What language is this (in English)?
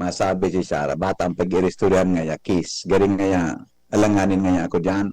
Bikol